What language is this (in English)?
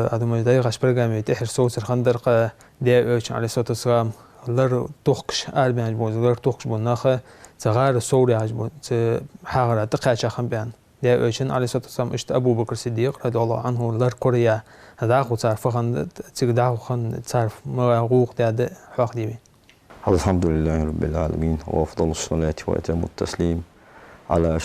Ingush